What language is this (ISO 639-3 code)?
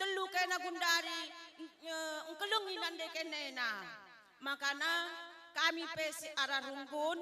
btx